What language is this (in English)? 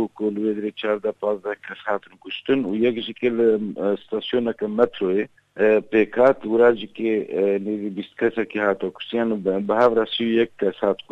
Kurdish